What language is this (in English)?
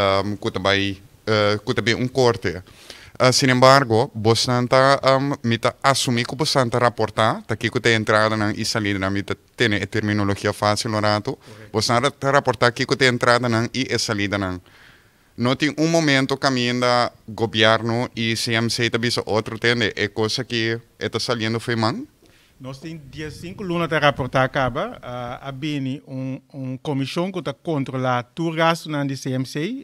Papiamento